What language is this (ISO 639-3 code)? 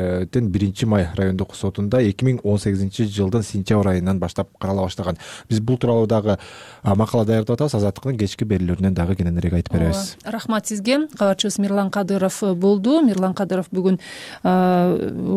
kir